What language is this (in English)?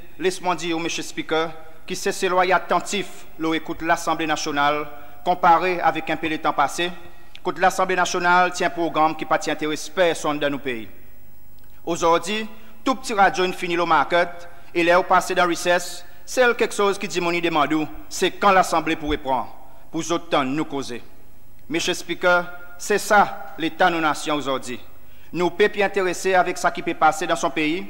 Seselwa Creole French